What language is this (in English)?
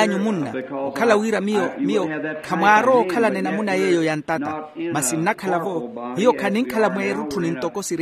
Makhuwa